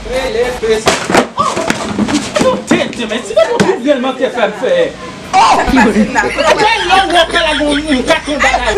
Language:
Haitian Creole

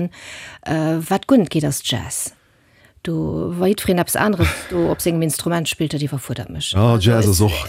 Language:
Luxembourgish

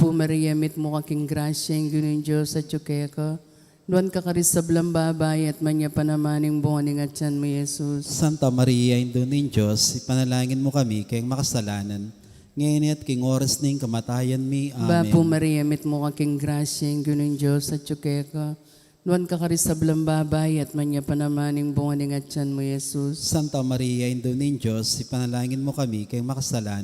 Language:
Pampanga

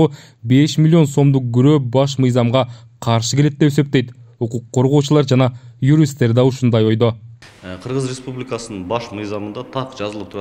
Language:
Kyrgyz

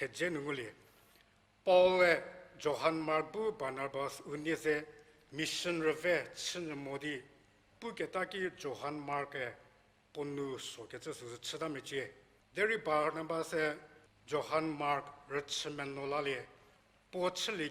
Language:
Angami Naga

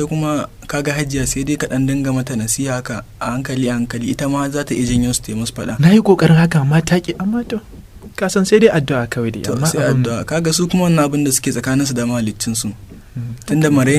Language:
Hausa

